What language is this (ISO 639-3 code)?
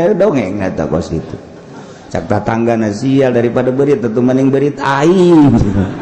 sun